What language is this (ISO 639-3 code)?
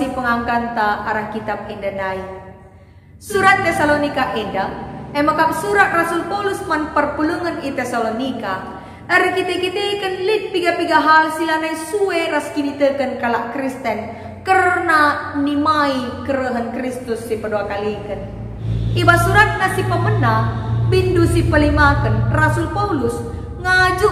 btx